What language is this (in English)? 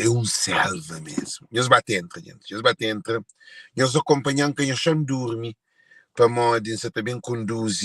Kabuverdianu